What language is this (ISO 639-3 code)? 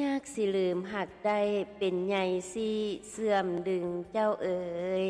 lao